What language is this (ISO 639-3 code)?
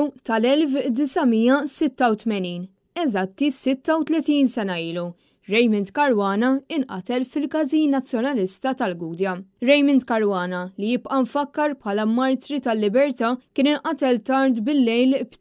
mlt